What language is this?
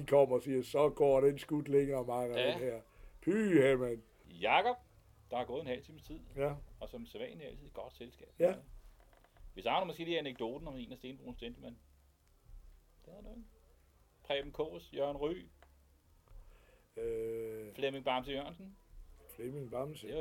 Danish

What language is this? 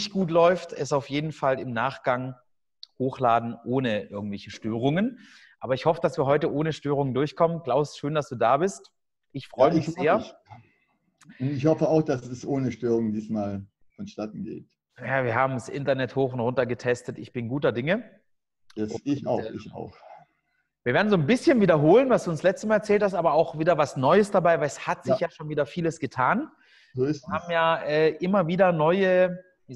German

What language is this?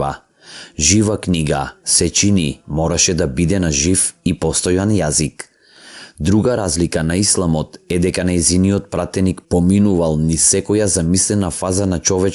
Macedonian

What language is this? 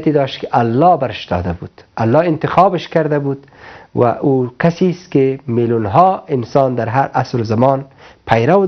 Persian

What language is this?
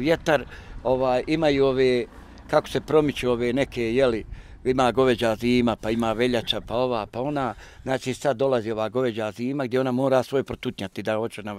Bosnian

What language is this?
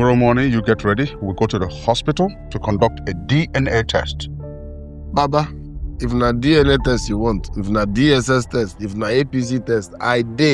Nigerian Pidgin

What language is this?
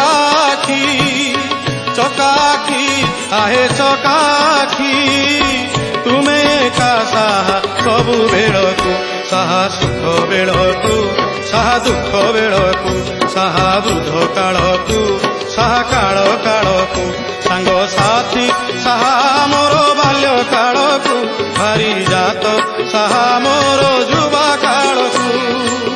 Odia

